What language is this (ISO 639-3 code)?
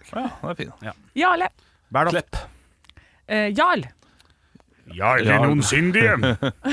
nor